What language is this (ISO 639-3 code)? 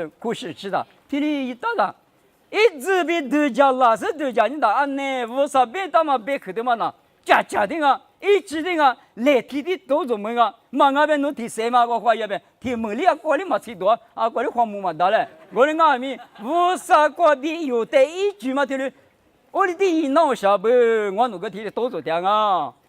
lis